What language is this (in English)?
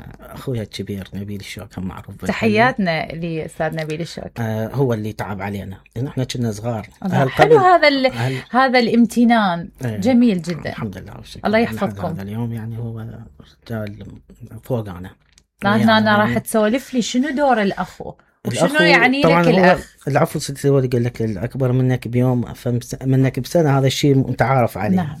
Mesopotamian Arabic